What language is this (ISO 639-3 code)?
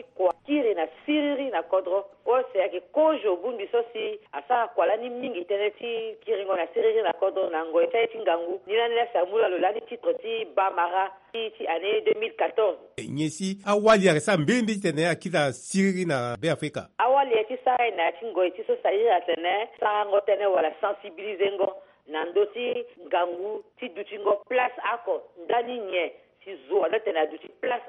sag